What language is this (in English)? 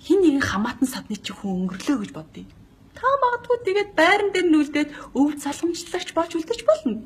Mongolian